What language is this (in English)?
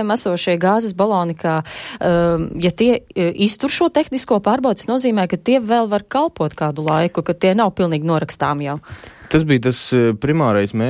Latvian